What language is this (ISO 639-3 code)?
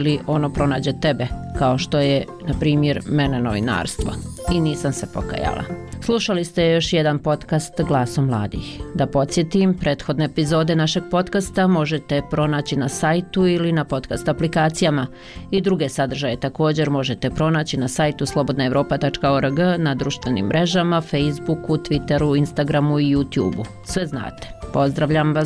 bos